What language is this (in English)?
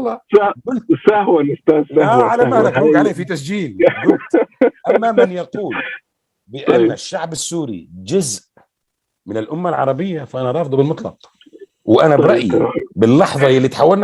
North Levantine Arabic